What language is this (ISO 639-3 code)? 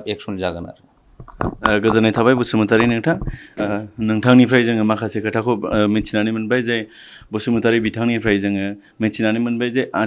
brx